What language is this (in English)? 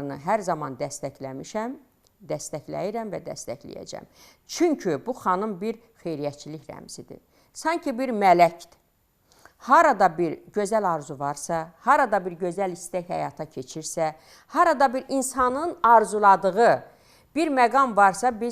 Azerbaijani